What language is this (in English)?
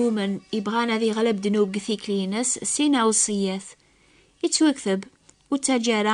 Kabyle